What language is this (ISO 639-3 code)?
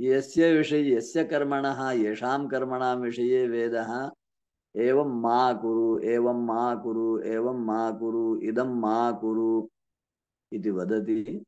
san